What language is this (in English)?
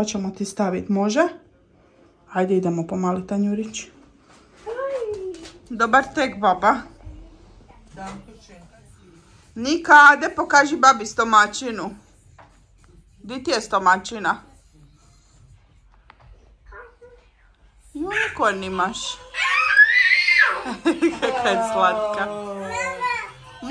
Croatian